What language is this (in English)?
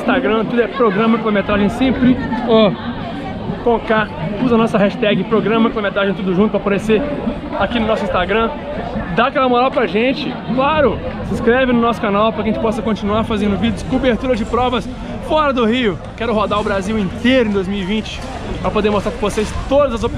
Portuguese